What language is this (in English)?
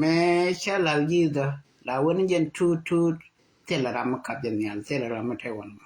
Nuer